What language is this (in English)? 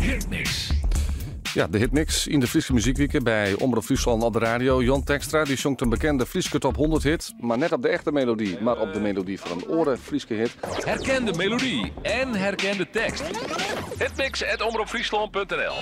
Western Frisian